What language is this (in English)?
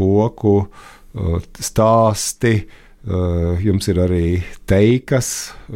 Latvian